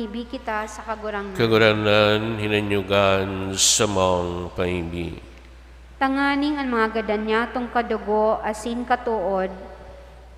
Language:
Bikol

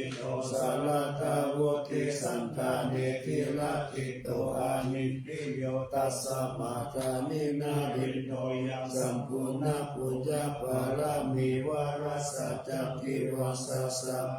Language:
Pali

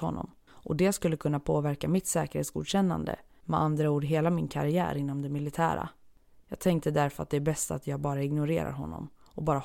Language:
Swedish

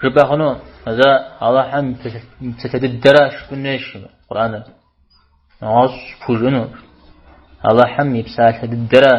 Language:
Kabardian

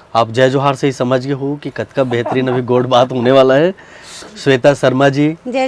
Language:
Chhattisgarhi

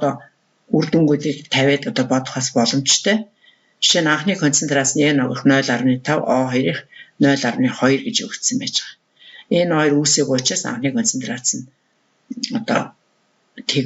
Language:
Mongolian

